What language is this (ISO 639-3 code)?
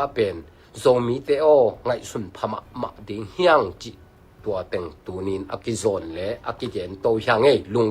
ctd